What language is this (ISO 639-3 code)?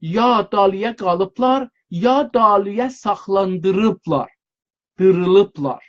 azb